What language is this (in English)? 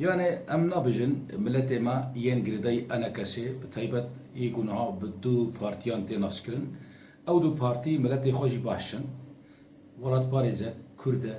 Kurdish